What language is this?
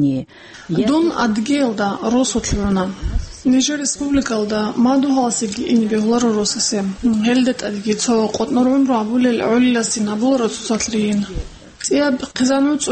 Avaric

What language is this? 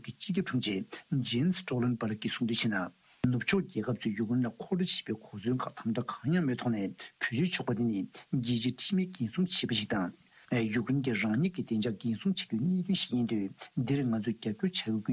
Tibetan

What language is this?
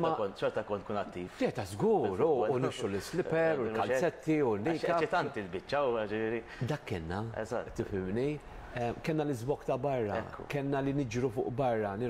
Maltese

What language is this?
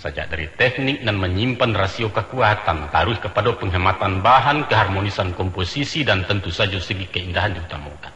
Minangkabau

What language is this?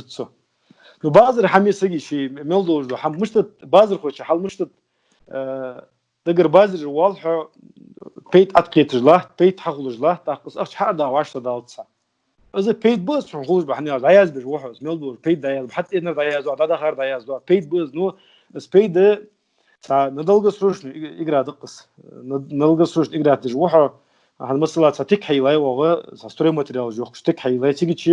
Ingush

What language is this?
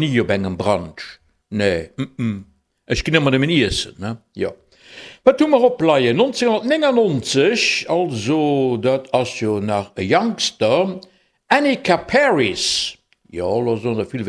Luxembourgish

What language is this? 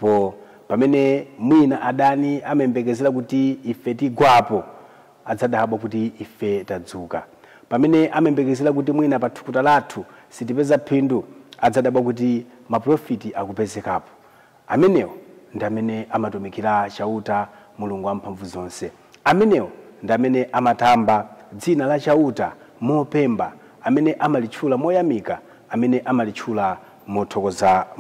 Nyanja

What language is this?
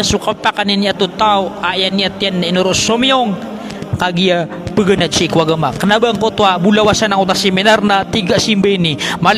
Maranao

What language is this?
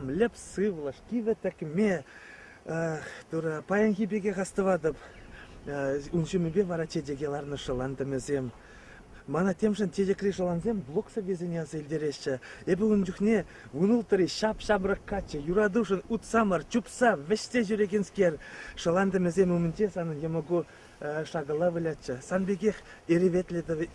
Chuvash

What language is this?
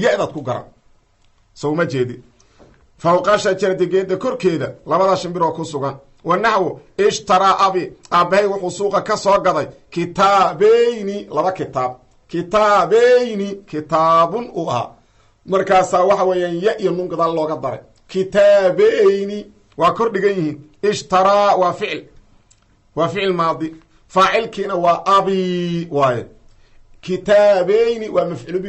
Somali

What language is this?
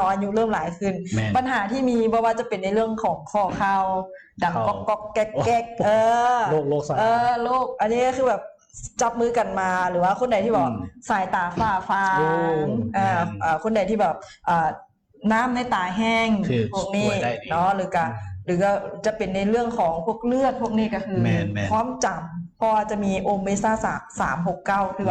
Lao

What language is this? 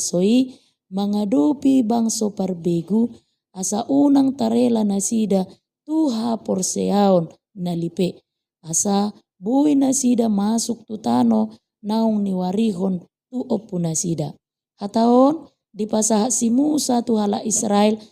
Batak Toba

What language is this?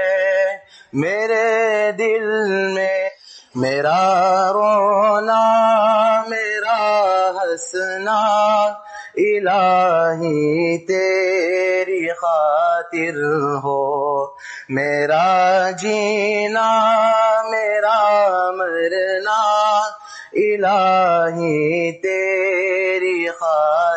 Urdu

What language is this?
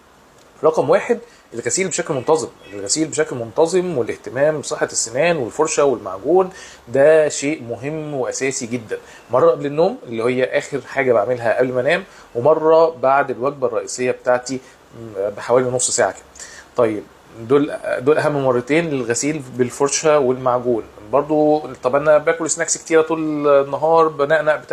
Egyptian Arabic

